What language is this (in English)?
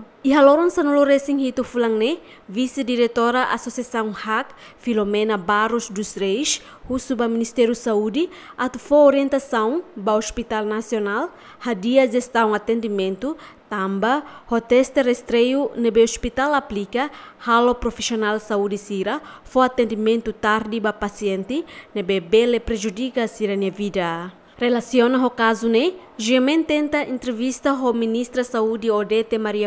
Tetum